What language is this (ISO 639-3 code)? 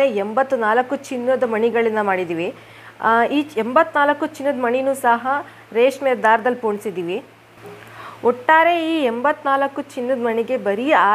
kan